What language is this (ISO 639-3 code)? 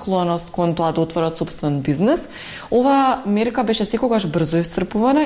mkd